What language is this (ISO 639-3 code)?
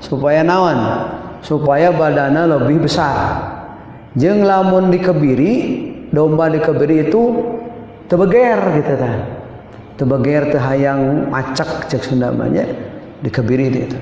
sun